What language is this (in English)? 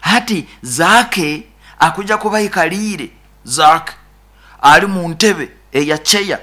Nyoro